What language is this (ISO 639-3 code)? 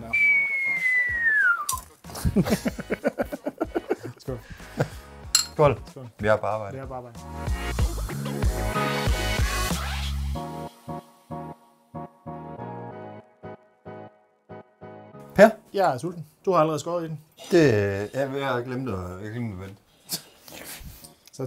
dan